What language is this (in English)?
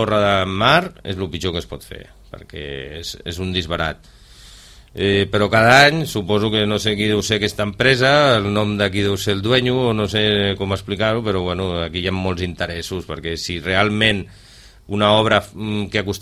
Catalan